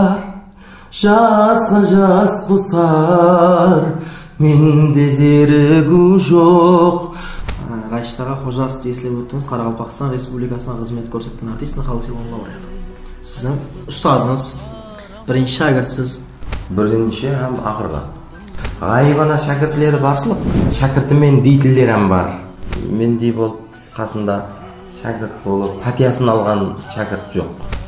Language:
Kara-Kalpak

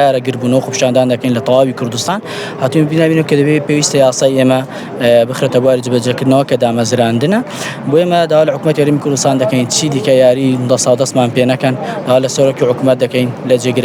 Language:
Central Kurdish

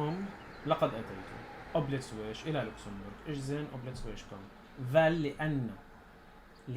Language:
North Levantine Arabic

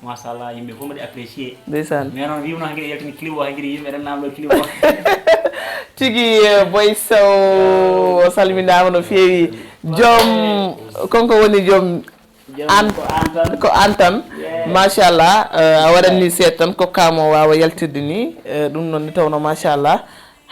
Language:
Fula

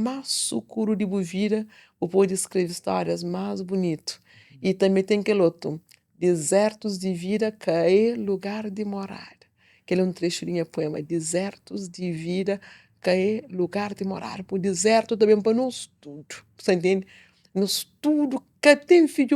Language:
Kabuverdianu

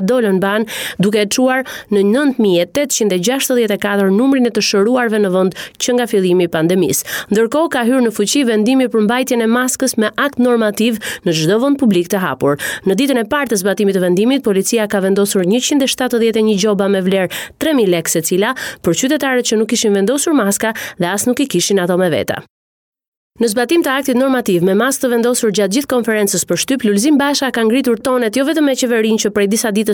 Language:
Albanian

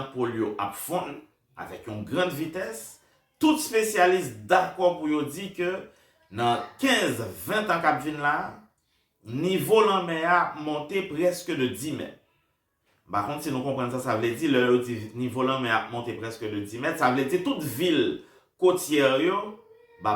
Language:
Haitian Creole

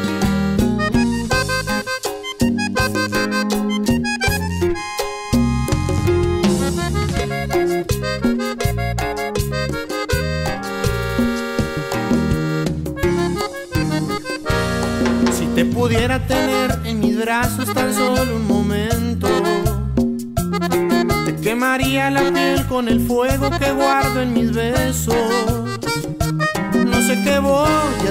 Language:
Spanish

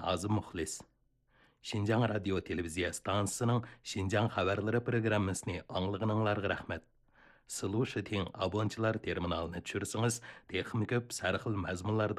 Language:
Uyghur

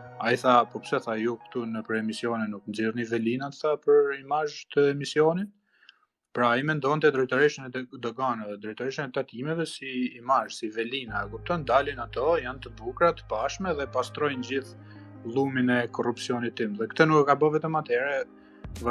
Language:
Albanian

